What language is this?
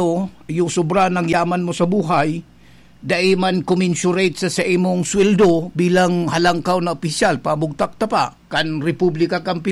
Bikol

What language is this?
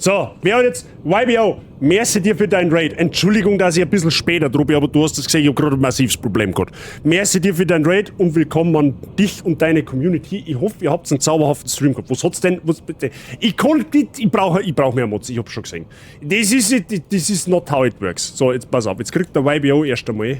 Bavarian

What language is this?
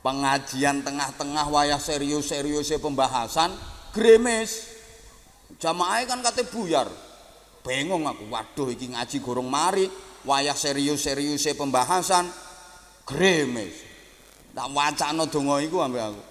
Javanese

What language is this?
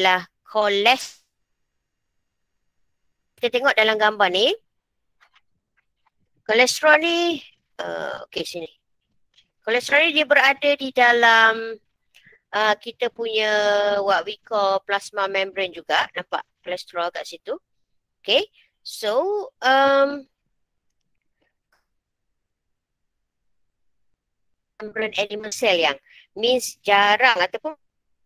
Malay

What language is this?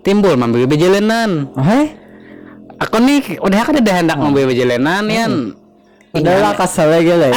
Banjar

